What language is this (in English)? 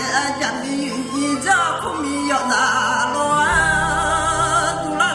Akha